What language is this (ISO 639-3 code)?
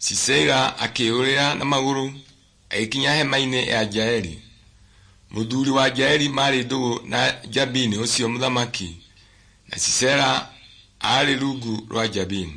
kik